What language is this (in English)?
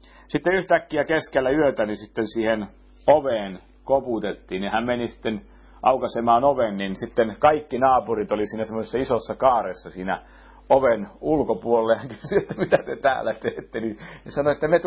Finnish